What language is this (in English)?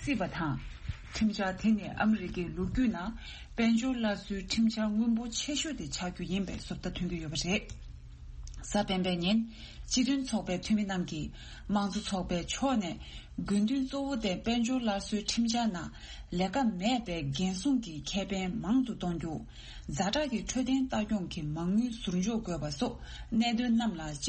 Tibetan